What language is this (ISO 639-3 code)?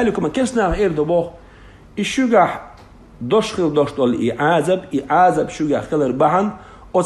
che